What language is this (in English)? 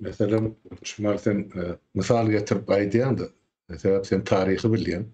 Turkmen